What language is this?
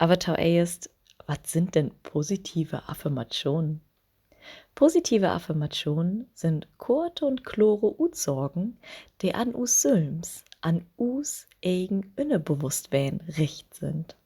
Low German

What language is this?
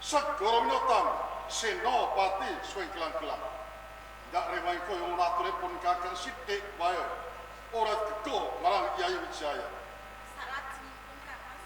Javanese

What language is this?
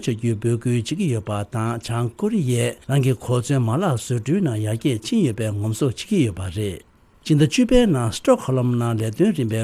Tibetan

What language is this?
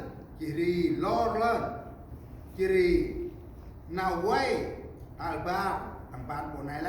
Central Mnong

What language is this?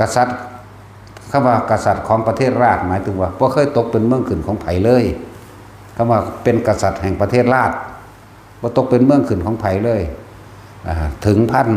Northeastern Thai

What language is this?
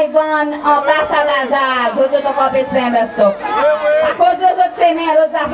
Seselwa Creole French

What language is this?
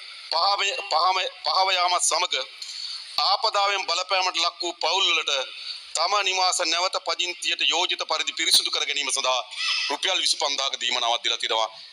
Sinhala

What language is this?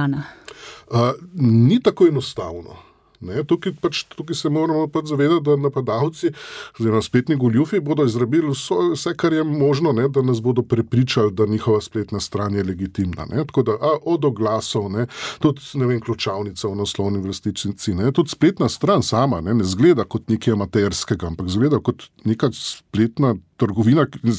Slovenian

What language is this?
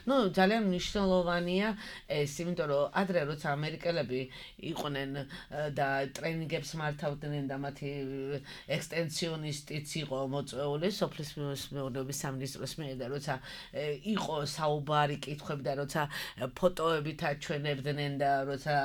Georgian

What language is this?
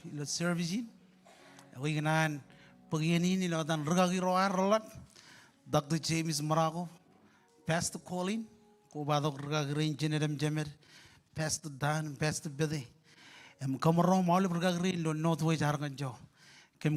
Marshallese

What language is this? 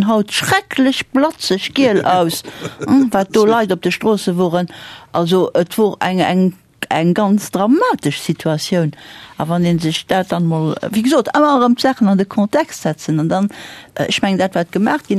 Luxembourgish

